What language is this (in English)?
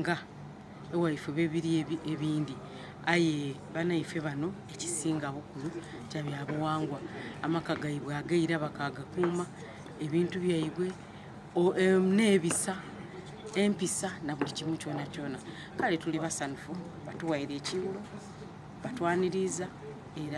Soga